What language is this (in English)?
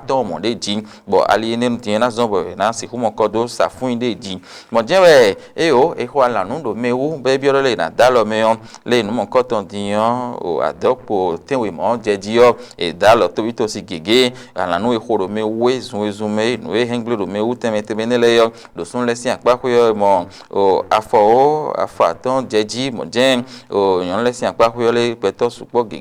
Fon